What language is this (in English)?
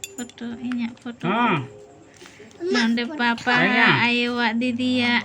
Santali